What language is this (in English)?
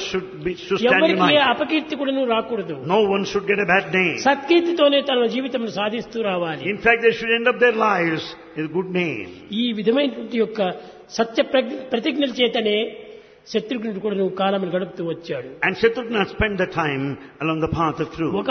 Telugu